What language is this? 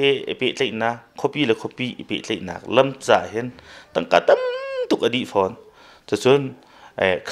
Hakha Chin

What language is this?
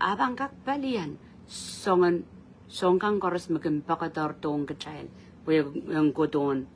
Pohnpeian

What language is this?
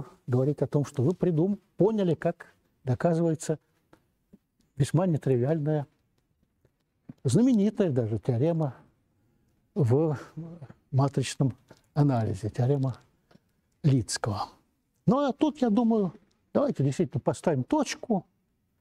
Russian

